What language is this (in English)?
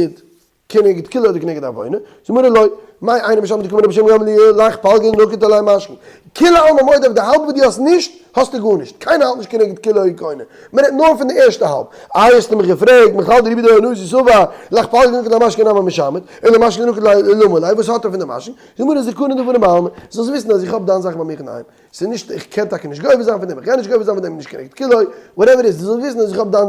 Yiddish